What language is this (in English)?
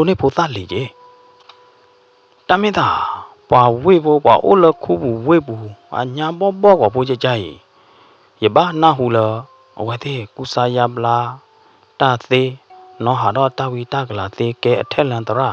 S'gaw Karen